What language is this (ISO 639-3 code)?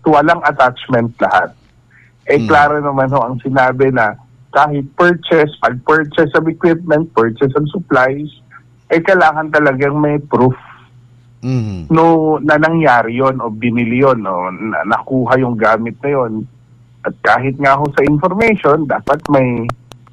ceb